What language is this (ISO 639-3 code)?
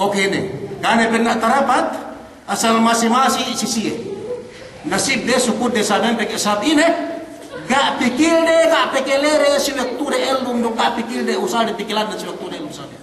yka